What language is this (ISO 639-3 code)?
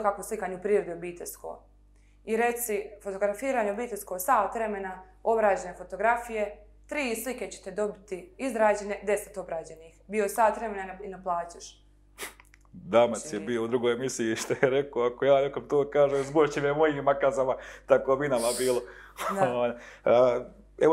bos